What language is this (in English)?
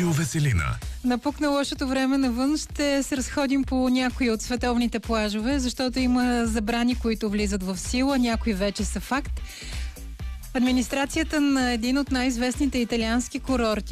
Bulgarian